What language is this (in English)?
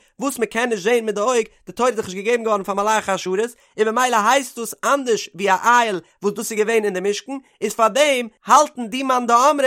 Yiddish